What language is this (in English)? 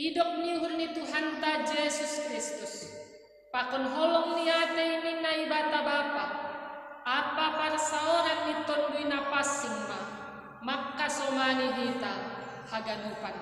Batak Simalungun